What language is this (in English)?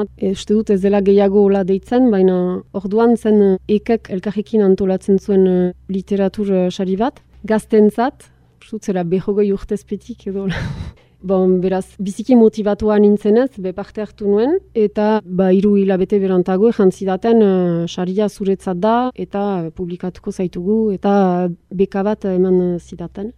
Basque